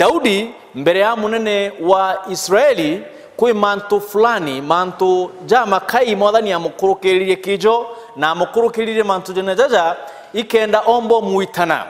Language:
Meru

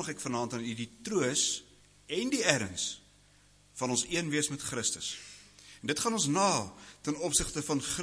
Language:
Afrikaans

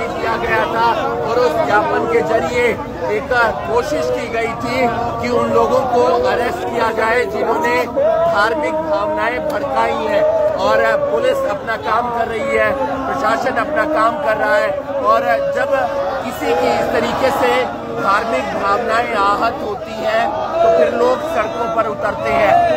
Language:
Hindi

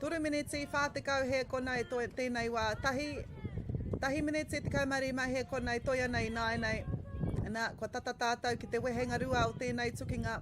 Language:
Māori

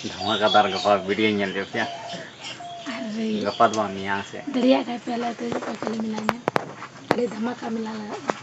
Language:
Santali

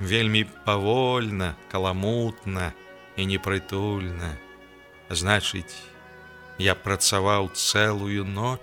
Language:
Belarusian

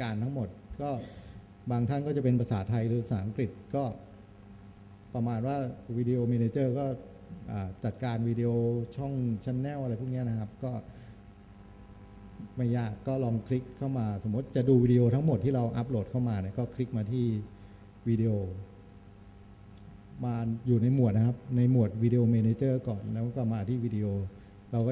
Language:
Thai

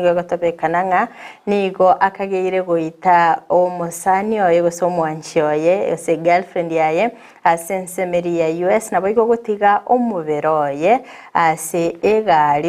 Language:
Gusii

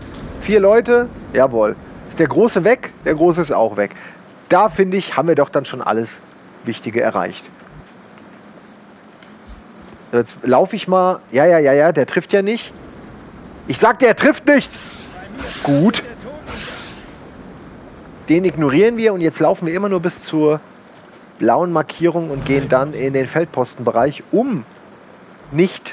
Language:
German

